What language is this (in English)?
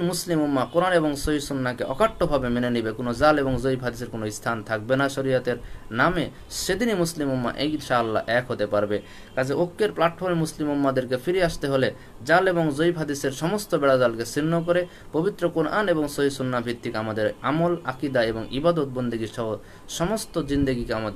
Bangla